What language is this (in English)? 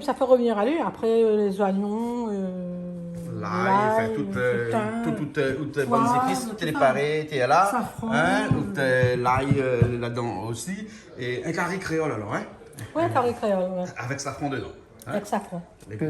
Réunion Creole French